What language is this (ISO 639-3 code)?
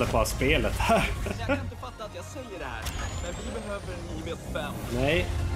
swe